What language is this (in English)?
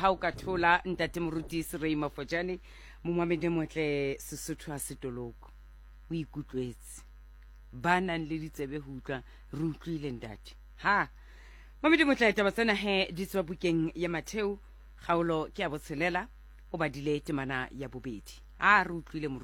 Southern Sotho